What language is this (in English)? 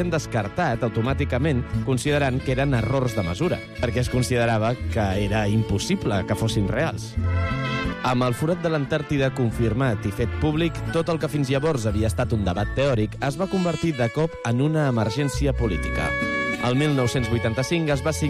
Catalan